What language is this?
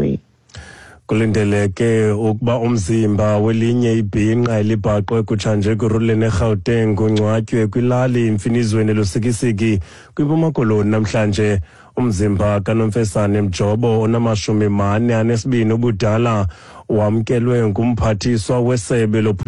Xhosa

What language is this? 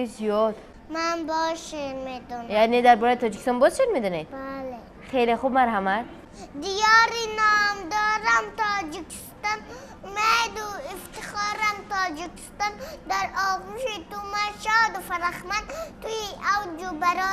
Tajik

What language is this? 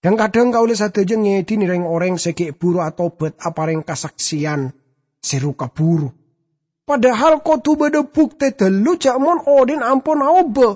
Madurese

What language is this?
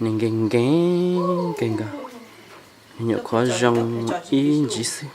Hmong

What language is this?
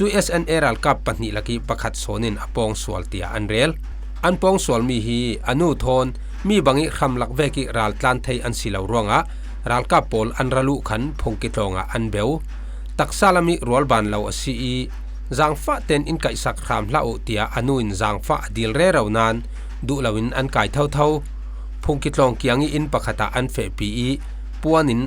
Falam Chin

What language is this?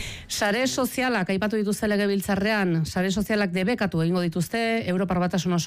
Basque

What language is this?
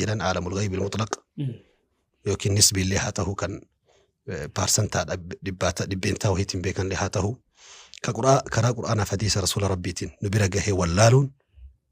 Oromo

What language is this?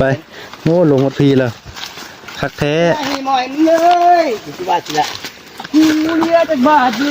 Northeastern Thai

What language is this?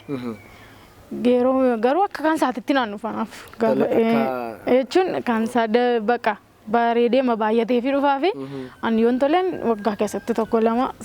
Oromo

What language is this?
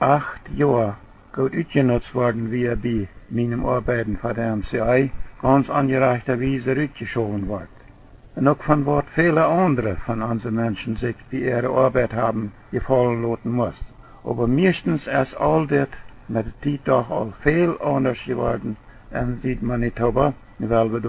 Plautdietsch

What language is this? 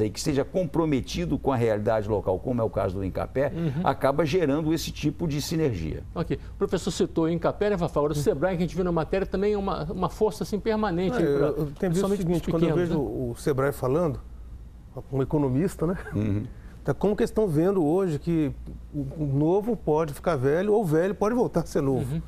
Portuguese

